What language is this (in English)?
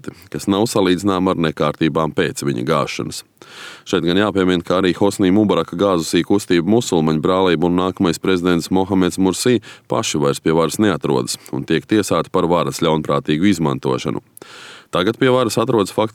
Latvian